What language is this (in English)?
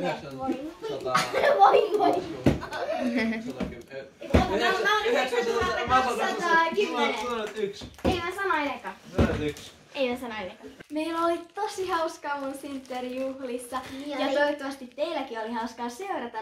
Finnish